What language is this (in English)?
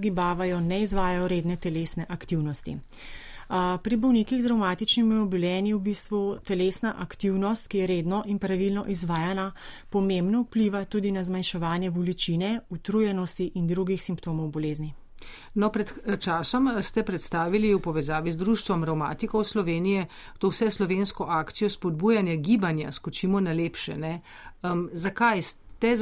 Slovenian